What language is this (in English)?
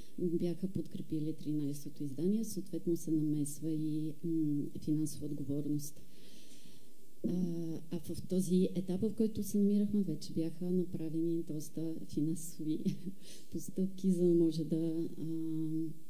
Bulgarian